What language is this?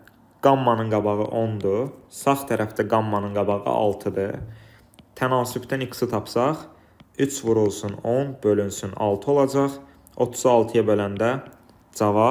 Azerbaijani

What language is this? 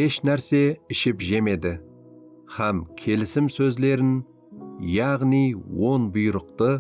Kara-Kalpak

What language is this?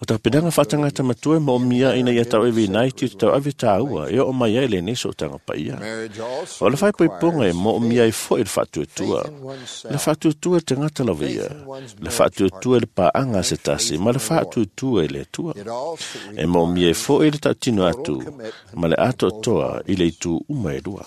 Samoan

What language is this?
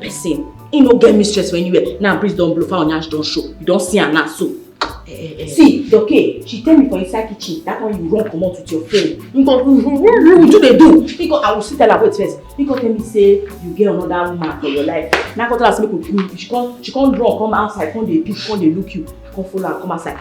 Nigerian Pidgin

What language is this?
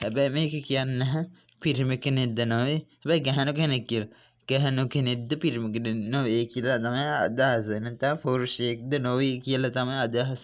Sinhala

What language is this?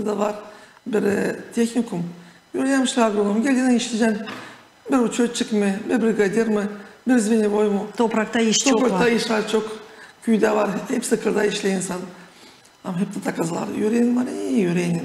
Gagauz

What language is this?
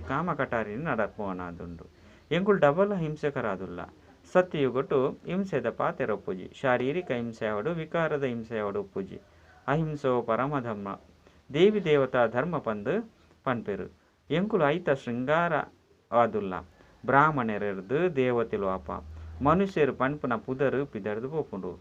Tulu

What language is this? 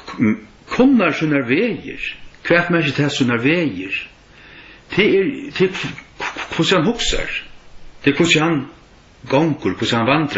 Faroese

